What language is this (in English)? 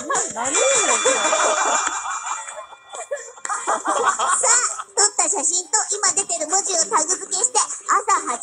Japanese